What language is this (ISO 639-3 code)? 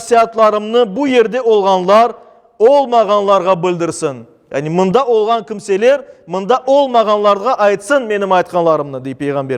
crh